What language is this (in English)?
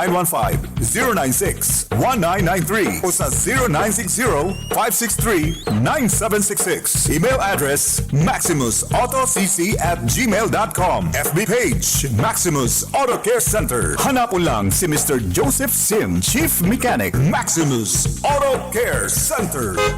Bikol